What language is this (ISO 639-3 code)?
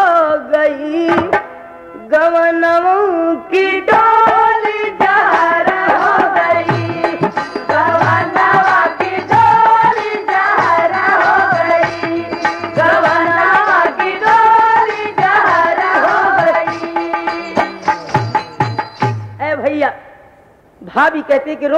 bho